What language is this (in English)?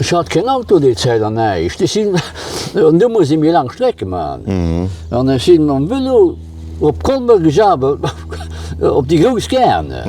Luxembourgish